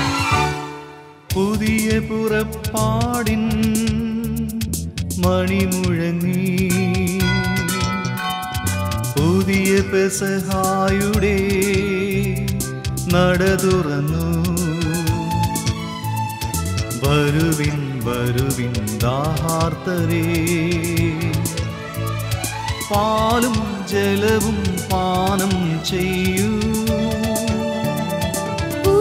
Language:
Malayalam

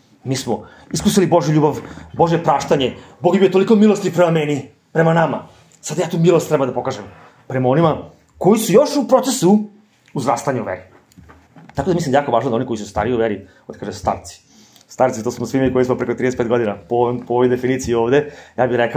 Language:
Serbian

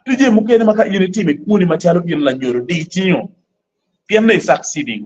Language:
Acoli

